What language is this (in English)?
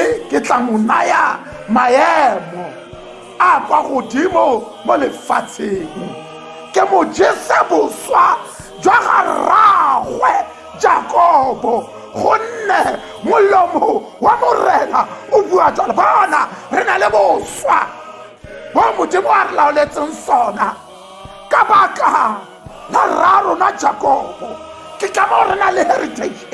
Tswana